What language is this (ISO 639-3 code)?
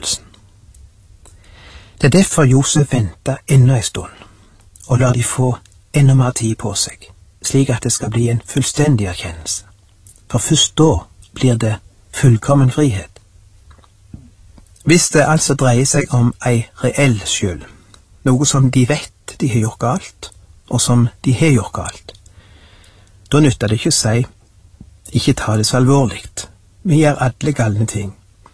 nor